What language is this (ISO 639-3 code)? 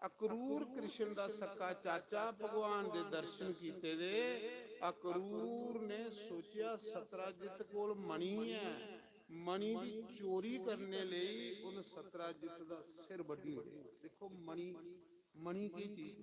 doi